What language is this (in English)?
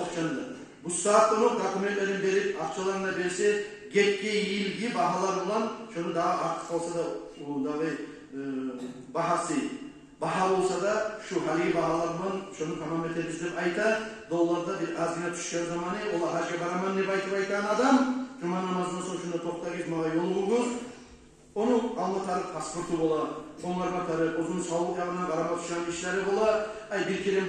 Kumyk